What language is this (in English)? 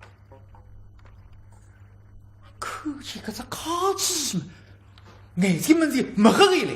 Wu Chinese